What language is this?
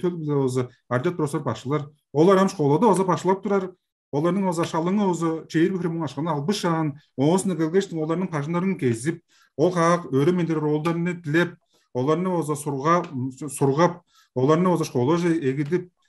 Tuvinian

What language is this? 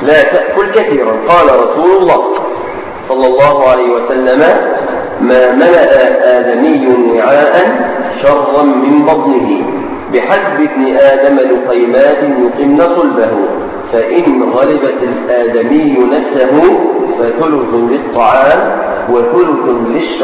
Arabic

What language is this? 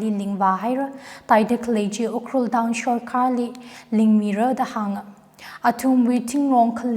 Tangkhul Naga (India)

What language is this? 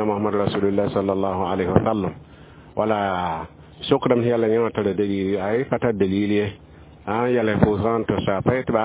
Mossi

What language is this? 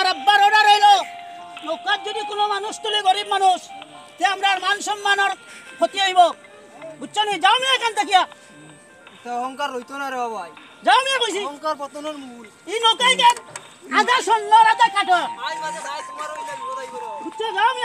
Sylheti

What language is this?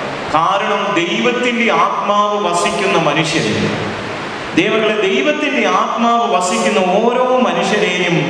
Malayalam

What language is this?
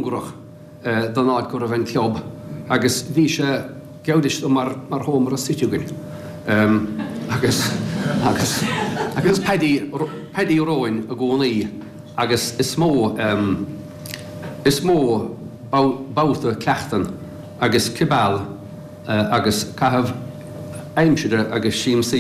Irish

